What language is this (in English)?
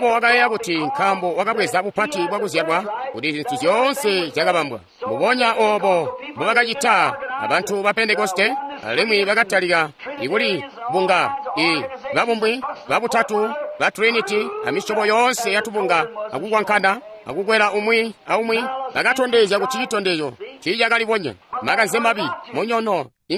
Tonga (Zambia)